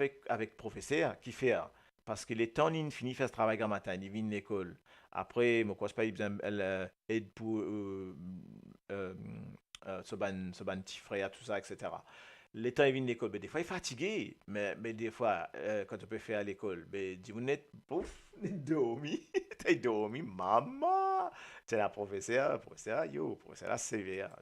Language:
Morisyen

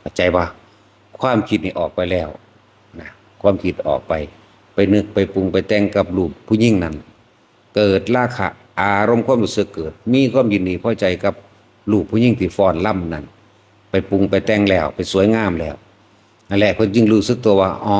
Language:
Northeastern Thai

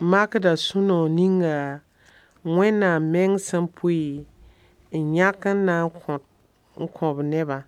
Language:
Mossi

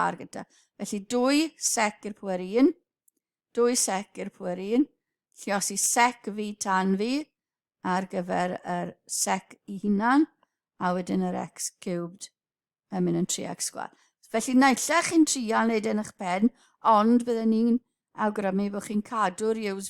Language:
Welsh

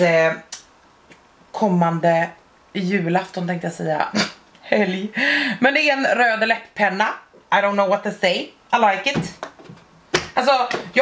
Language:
Swedish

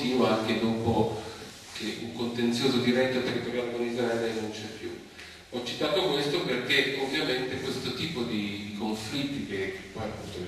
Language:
Italian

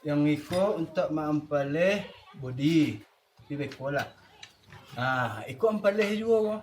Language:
Minangkabau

